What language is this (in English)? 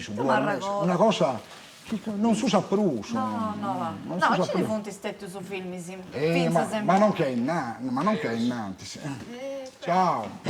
Sardinian